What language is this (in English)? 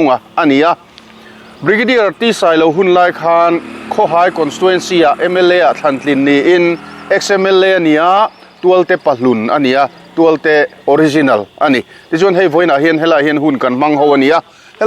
Mizo